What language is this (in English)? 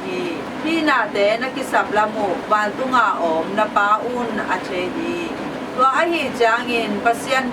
Tedim Chin